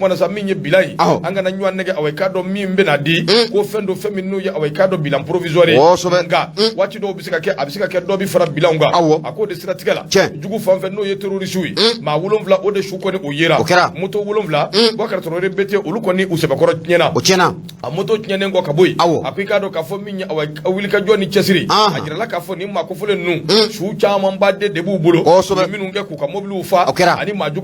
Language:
Bambara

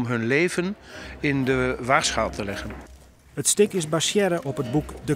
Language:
Western Frisian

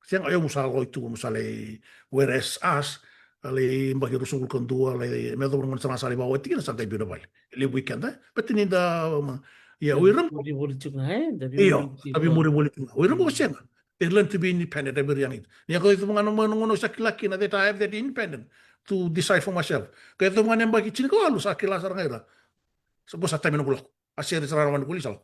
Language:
Fijian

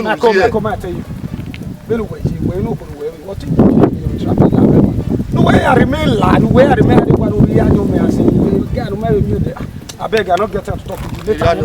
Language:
Bini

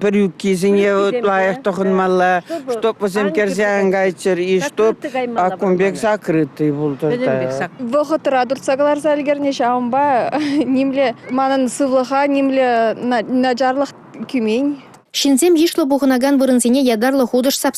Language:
Chuvash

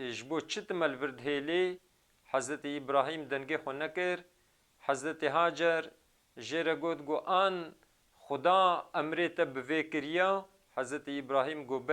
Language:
Kurdish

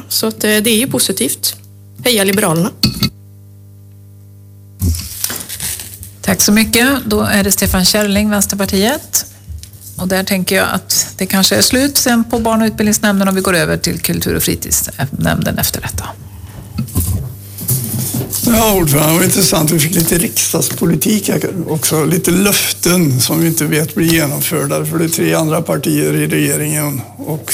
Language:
Swedish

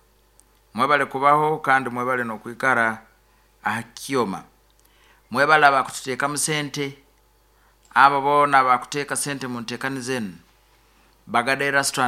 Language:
Nyoro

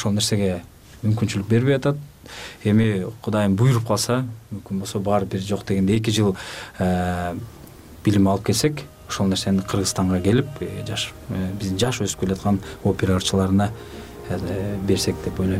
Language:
Kyrgyz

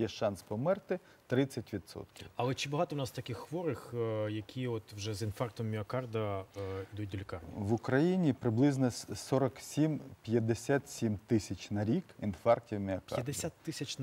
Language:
Ukrainian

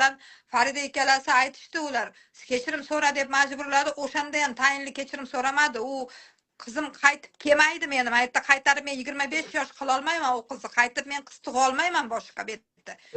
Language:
Uzbek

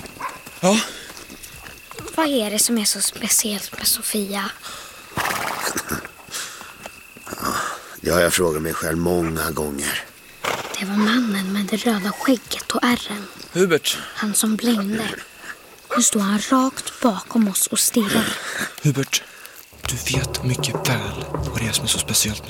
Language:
Swedish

